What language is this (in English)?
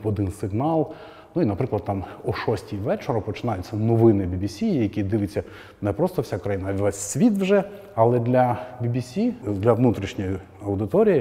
Ukrainian